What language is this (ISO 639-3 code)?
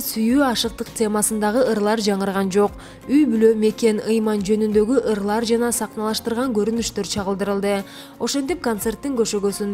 kir